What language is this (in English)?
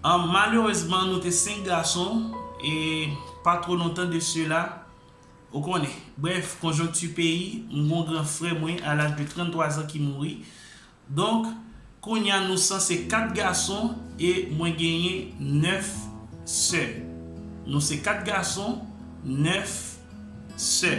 Haitian Creole